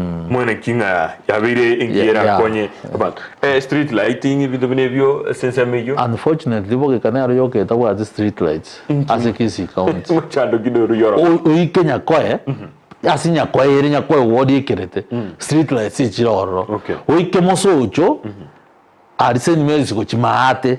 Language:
Gusii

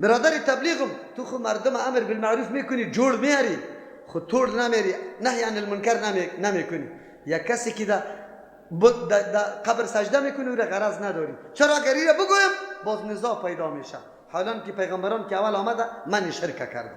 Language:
Persian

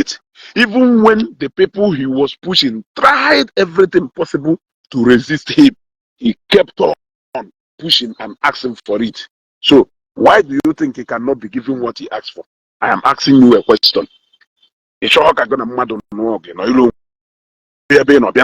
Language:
Igbo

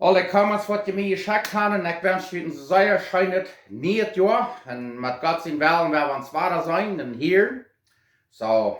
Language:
Plautdietsch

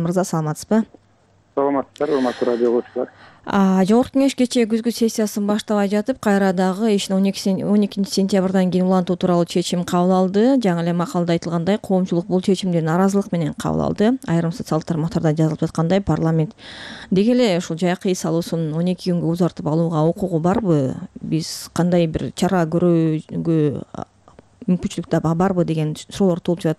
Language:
Kyrgyz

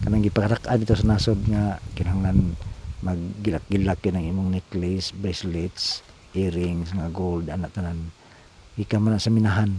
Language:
Cebuano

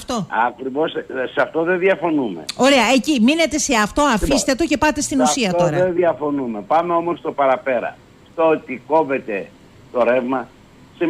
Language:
Greek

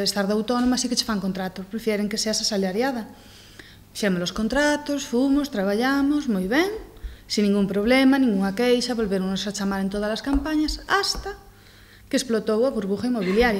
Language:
Galician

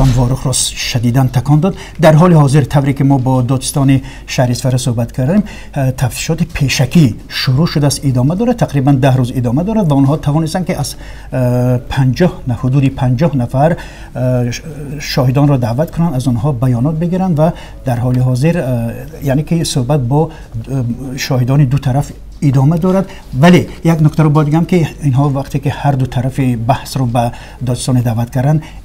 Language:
Tajik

